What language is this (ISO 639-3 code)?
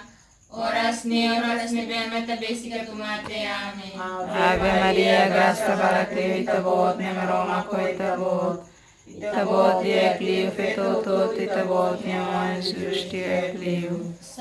tet